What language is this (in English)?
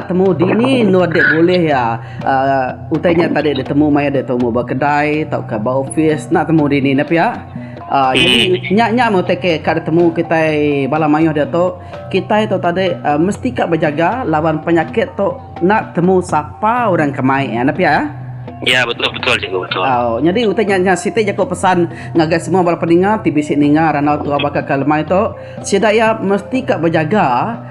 Iban